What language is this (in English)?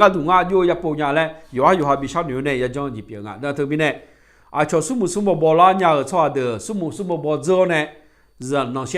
Akha